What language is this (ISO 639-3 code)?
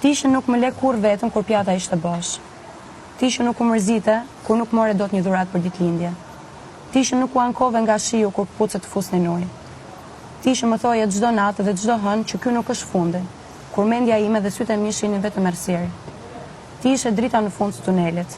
sqi